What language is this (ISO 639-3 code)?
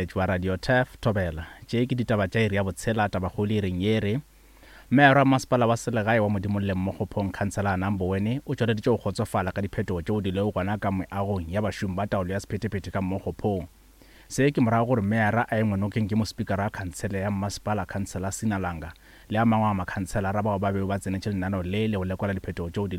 nso